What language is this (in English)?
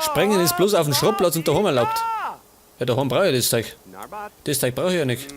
Bavarian